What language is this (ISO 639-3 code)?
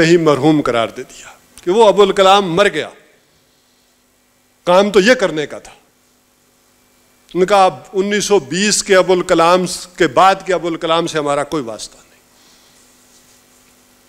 urd